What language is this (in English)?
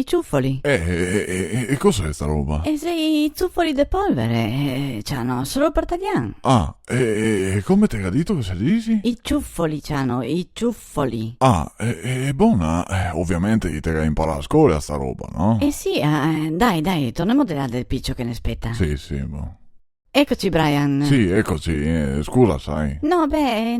Venetian